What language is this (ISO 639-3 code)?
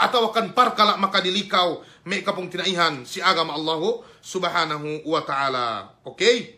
yka